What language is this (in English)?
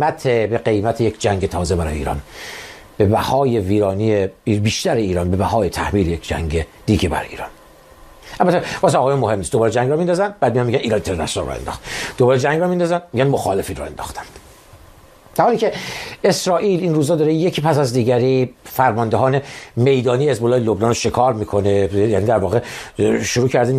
Persian